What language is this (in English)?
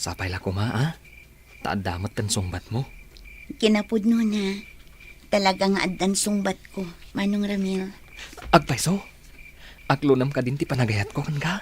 Iloko